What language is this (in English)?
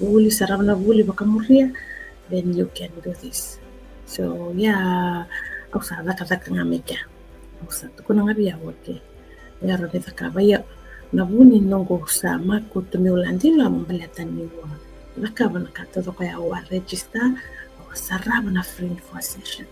Fijian